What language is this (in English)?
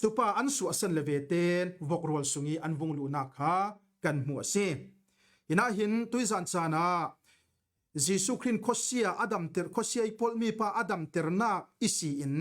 Falam Chin